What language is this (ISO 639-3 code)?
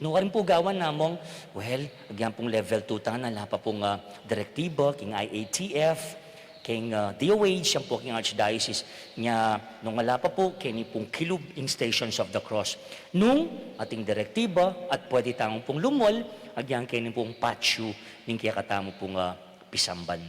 pam